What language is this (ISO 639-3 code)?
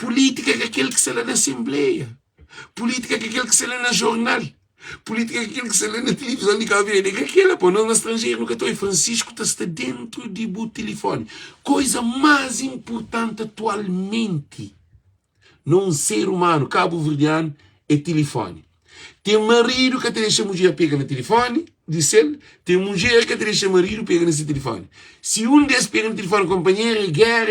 kea